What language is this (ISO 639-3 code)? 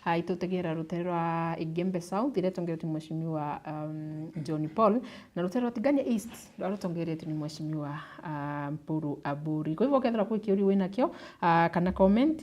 mer